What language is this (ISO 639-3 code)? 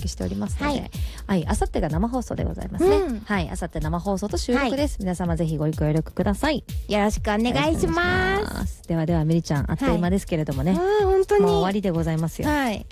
jpn